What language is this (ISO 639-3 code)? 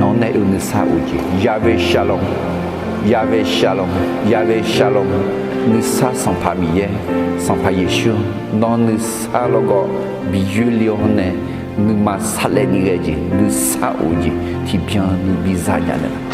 ahk